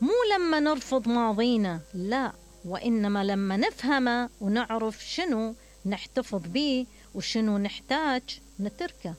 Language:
Mesopotamian Arabic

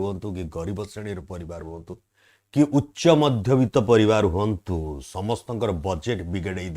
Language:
Odia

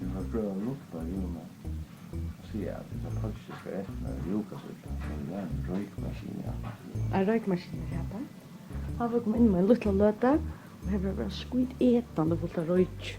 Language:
Faroese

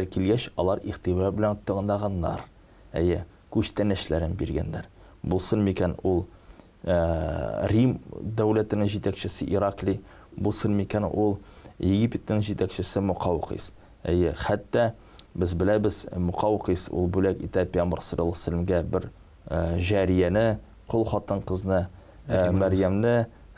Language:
Tatar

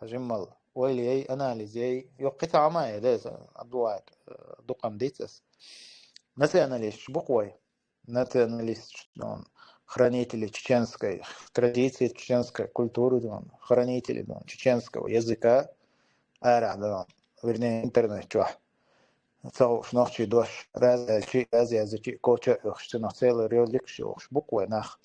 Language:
Chechen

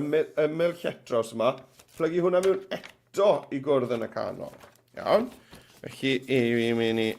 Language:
Welsh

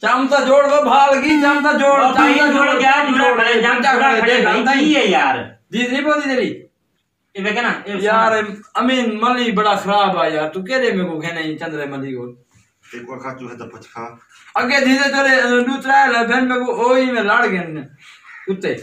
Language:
Saraiki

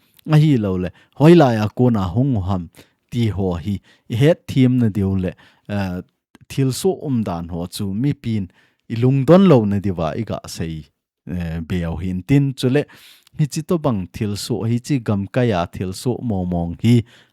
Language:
Thado Chin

